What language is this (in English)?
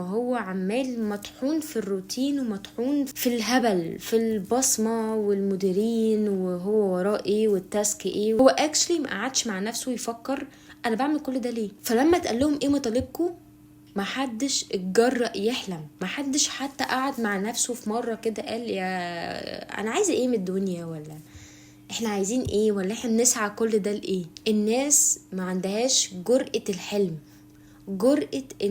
Egyptian Arabic